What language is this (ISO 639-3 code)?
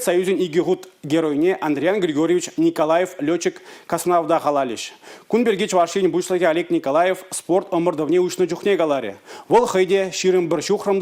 chv